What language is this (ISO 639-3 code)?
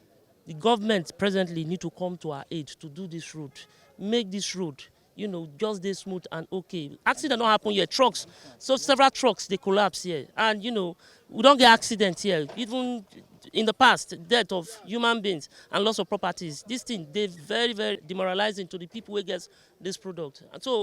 pcm